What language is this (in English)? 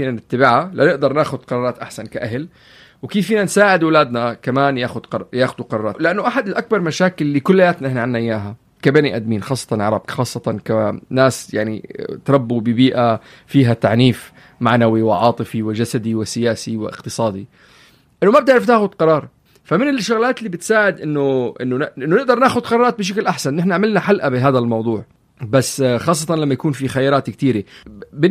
North Levantine Arabic